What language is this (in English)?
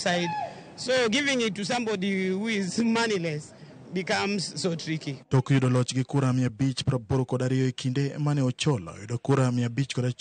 Luo (Kenya and Tanzania)